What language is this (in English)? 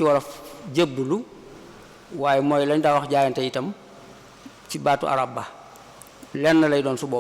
Wolof